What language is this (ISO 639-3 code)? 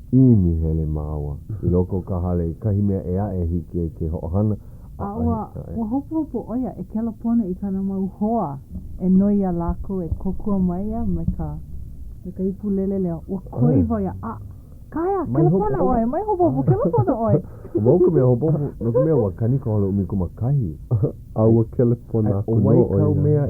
haw